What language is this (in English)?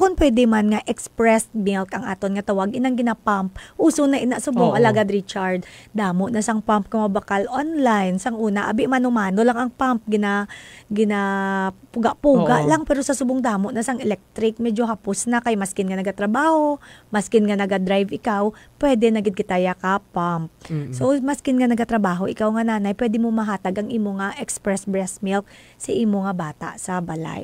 Hiligaynon